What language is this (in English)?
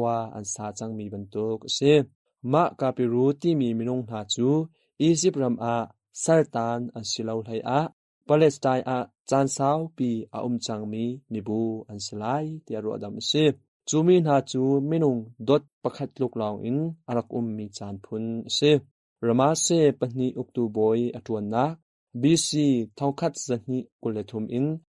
Hakha Chin